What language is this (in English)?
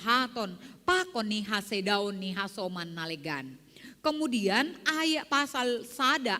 Batak Simalungun